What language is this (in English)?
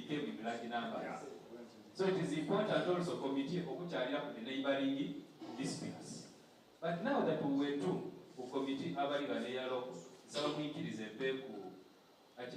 Soga